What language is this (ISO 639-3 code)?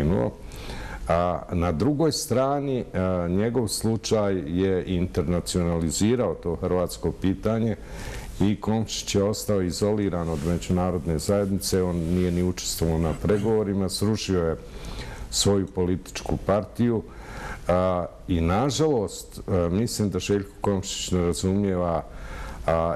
bos